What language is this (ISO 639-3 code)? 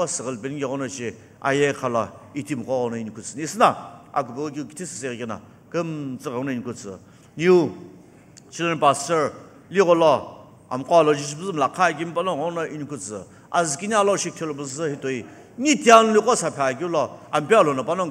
nsm